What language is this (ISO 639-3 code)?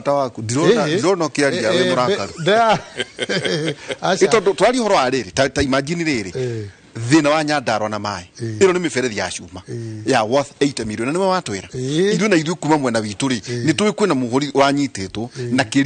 kik